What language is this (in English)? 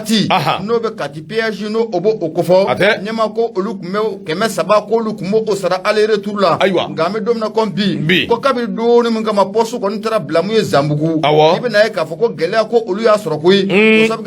Bambara